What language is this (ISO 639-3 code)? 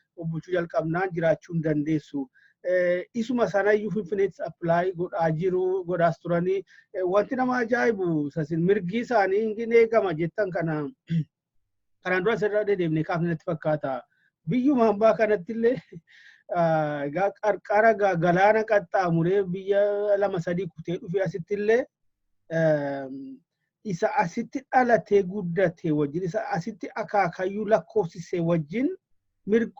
orm